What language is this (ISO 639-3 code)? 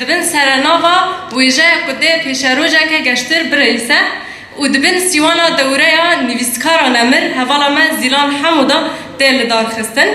kur